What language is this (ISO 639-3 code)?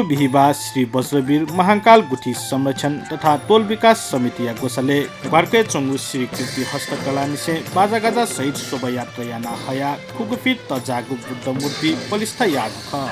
new